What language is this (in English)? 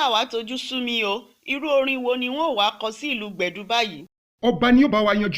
Yoruba